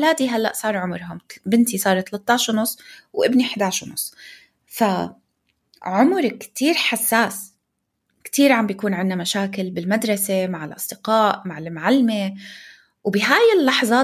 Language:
North Levantine Arabic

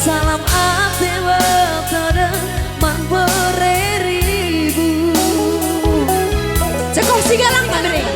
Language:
Batak Karo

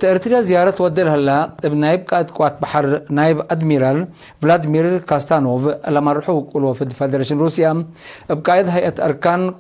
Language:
Tigre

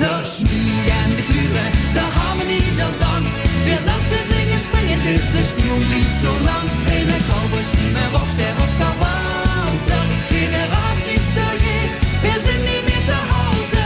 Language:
Limburgish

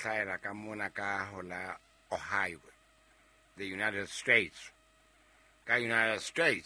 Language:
Southern Sotho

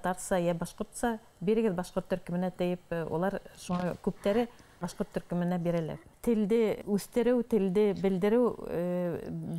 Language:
Bashkir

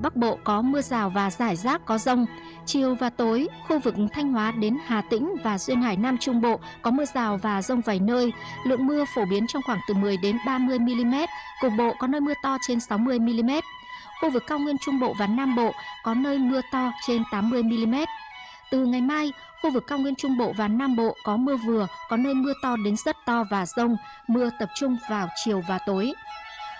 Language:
Vietnamese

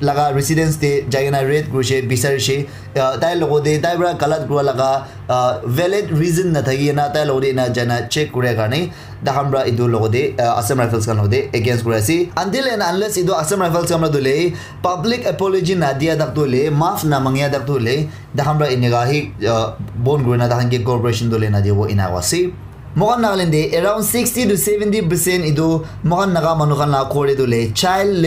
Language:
Naga Pidgin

